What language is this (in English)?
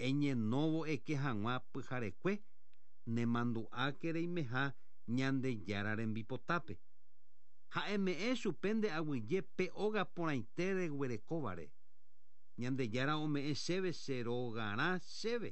Guarani